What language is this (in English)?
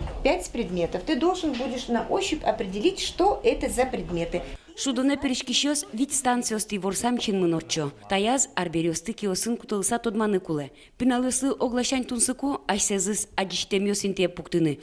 Udmurt